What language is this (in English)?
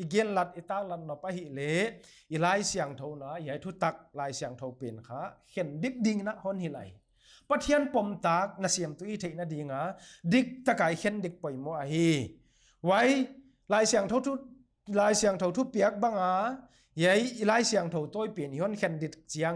Paite Chin